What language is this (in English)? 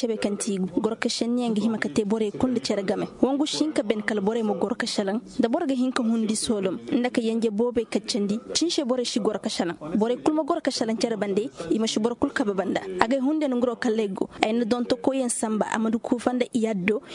Koyraboro Senni